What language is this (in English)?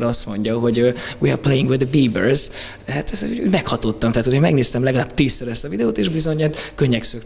Hungarian